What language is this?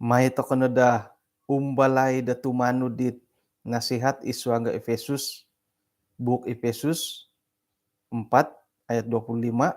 Central Dusun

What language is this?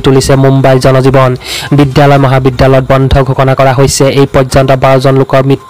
Assamese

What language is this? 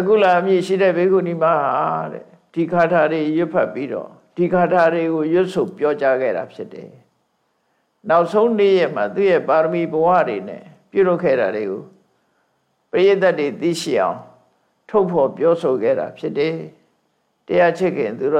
Burmese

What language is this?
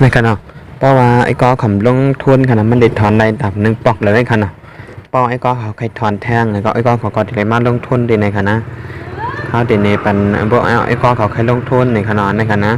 Shan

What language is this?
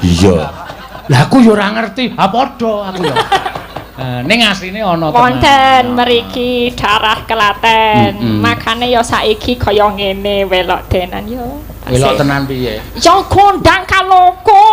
Javanese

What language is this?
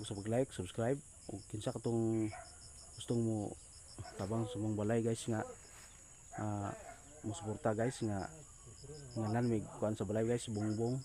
Cebuano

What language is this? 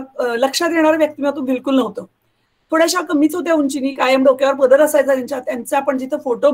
Marathi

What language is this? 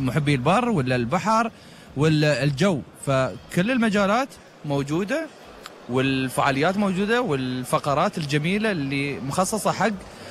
Gulf Arabic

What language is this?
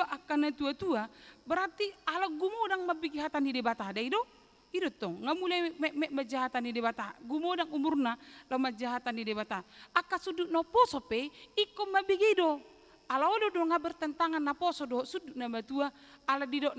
Batak Toba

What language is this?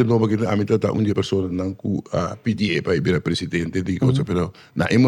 Papiamento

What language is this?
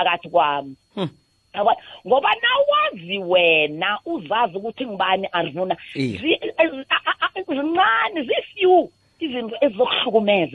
South Ndebele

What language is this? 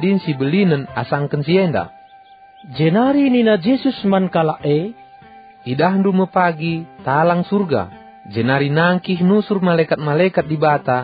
Batak Karo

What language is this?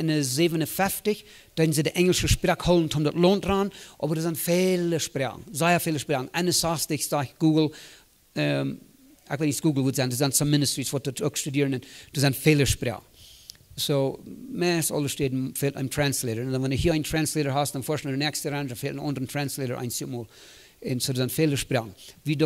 Plautdietsch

